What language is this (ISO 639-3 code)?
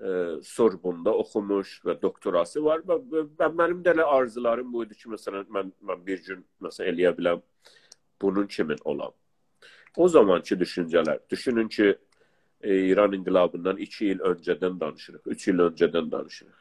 azb